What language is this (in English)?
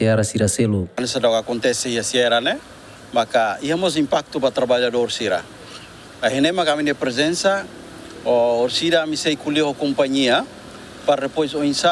Tetum